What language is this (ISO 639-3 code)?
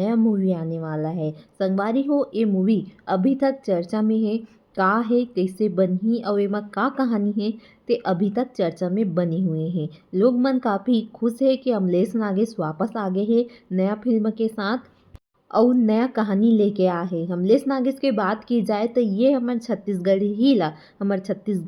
hne